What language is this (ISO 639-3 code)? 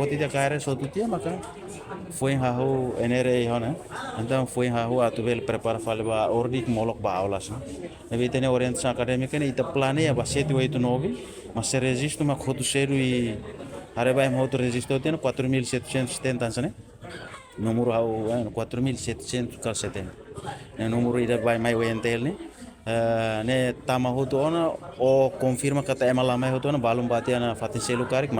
tet